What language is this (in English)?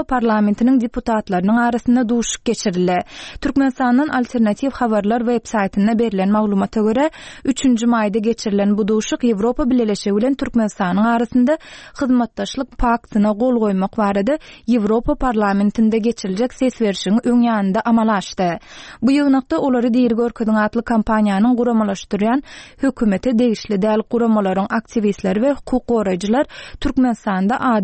Turkmen